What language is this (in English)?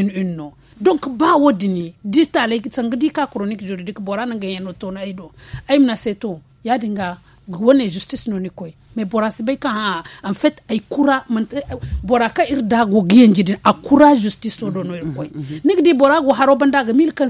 Zarma